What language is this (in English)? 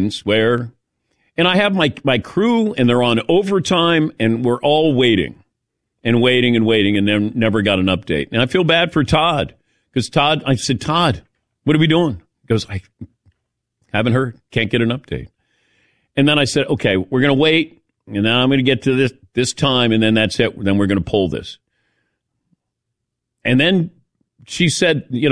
English